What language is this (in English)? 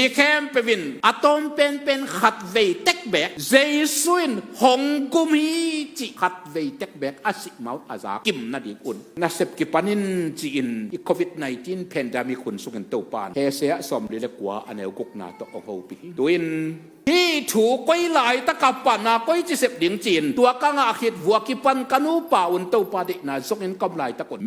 Tedim Chin